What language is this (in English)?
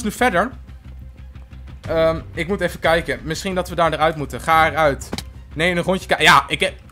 Dutch